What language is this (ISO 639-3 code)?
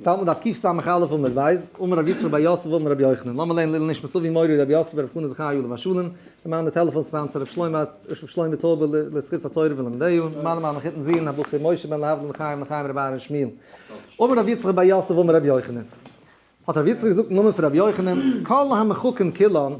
yid